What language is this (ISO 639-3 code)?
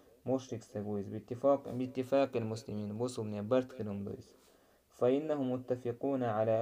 che